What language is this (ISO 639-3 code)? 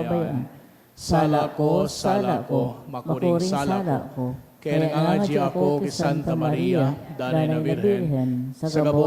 bik